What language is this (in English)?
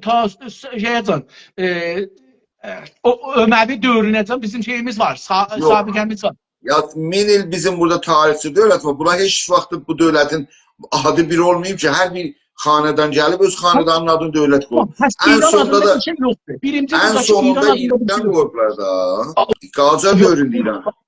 South Azerbaijani